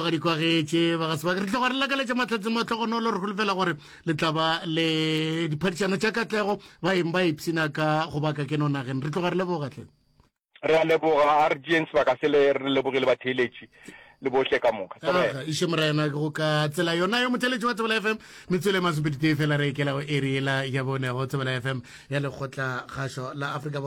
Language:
Northern Sotho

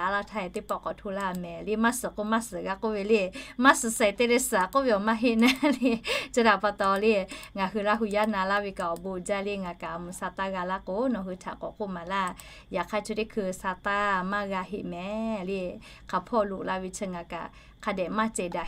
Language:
Lahu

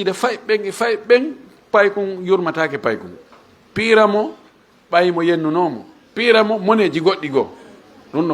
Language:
Fula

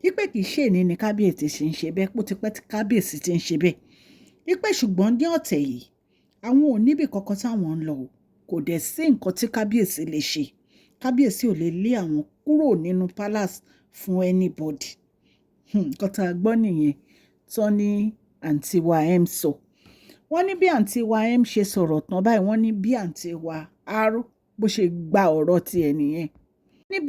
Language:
Yoruba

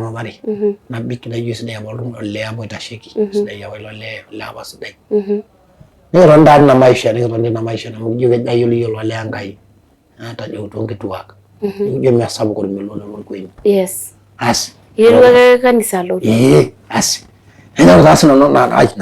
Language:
Masai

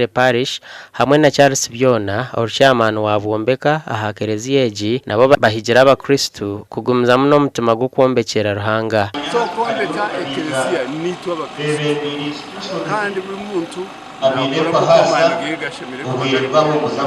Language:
Nyankole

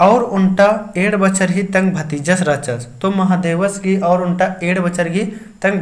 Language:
Kurukh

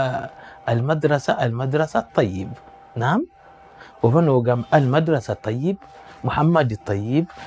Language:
Ganda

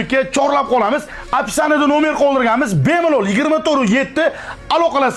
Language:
Uzbek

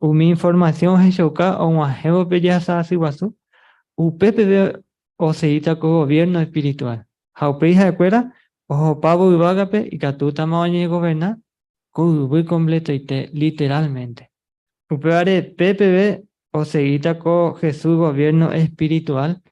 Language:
Guarani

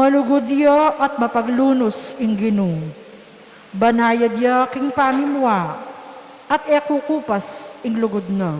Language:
Pampanga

